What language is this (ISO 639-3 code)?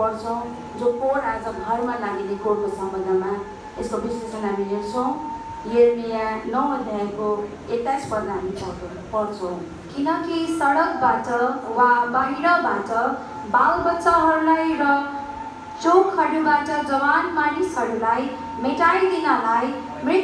nep